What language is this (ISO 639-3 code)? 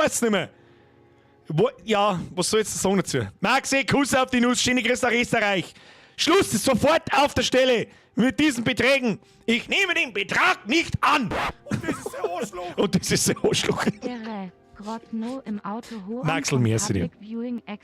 bar